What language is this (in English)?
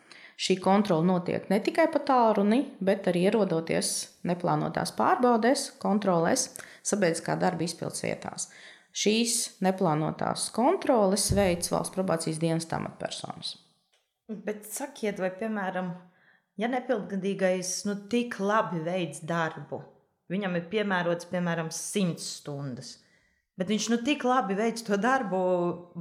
Latvian